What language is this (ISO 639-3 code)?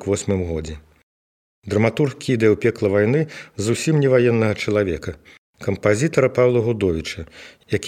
bel